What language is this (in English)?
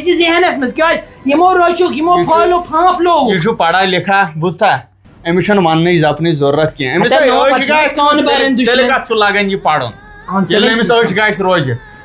Kashmiri